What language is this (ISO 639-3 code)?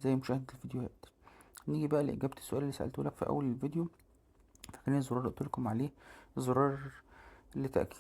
arz